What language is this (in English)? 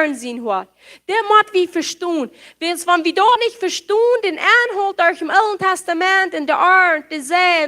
Plautdietsch